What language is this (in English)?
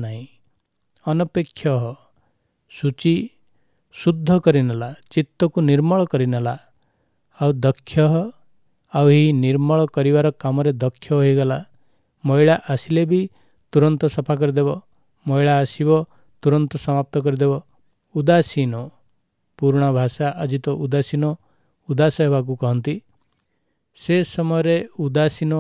Odia